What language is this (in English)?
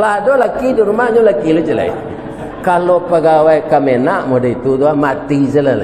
Minangkabau